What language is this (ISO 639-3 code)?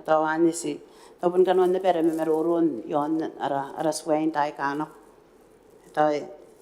gil